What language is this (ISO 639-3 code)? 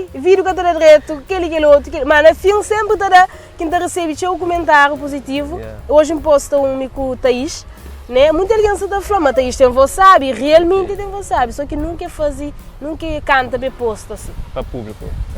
kea